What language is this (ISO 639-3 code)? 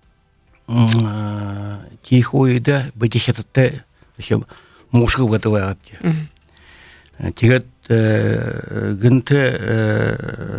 bua